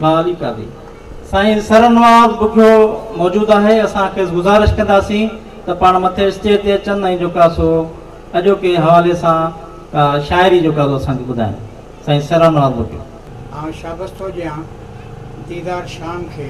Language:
Sindhi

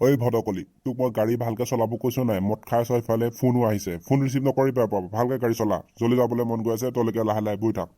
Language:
Assamese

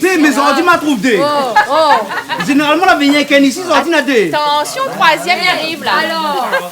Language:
Réunion Creole French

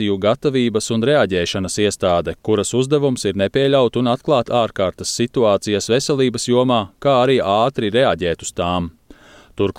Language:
Latvian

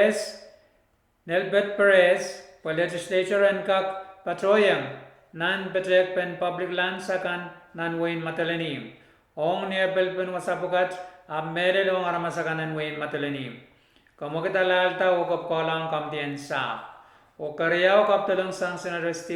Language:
Pohnpeian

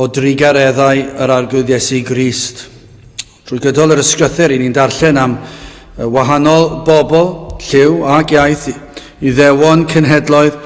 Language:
Welsh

